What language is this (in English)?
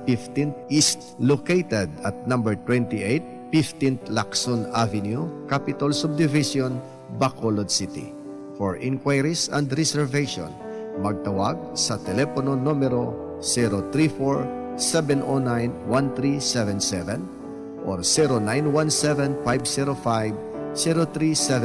Hiligaynon